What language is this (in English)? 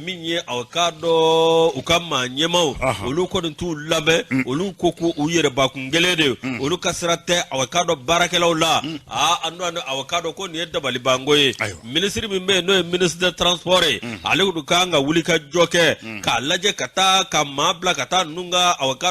Bambara